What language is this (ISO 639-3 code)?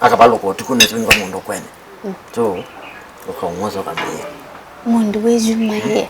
kam